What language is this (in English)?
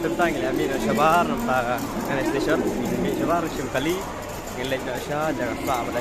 Khasi